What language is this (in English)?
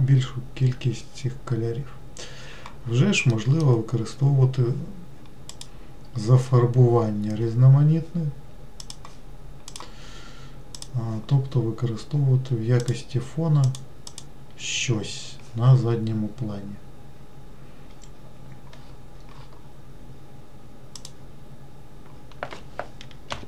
Ukrainian